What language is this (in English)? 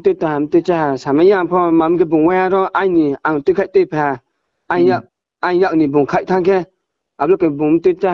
Riang (India)